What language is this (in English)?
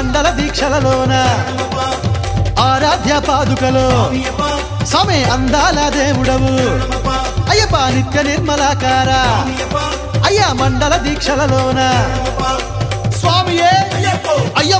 Telugu